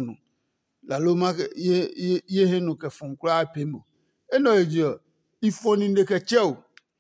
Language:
Adangme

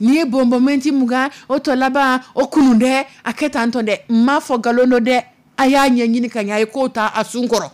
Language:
Dyula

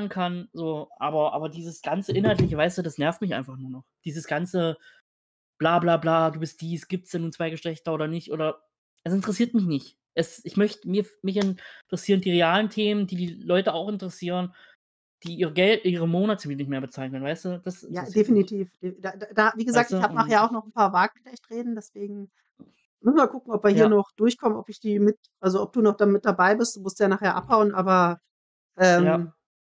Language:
German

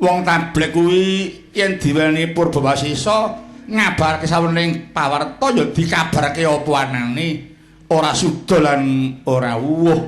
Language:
Javanese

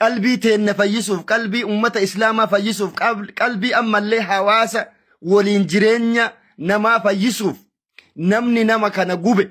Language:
Oromo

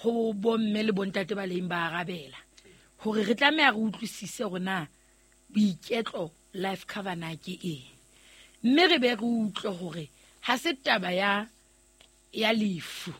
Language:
Southern Sotho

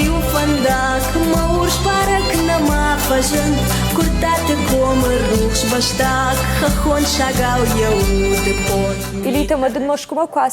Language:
Ossetic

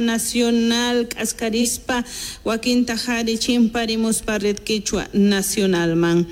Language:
South Bolivian Quechua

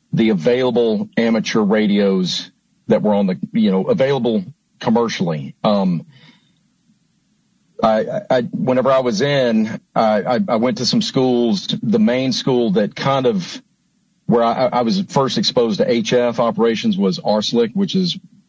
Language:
English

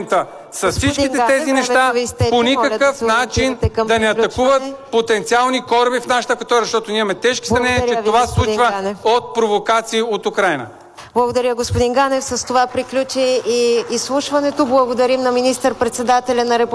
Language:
Bulgarian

